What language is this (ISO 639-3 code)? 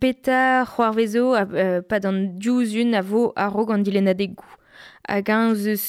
bre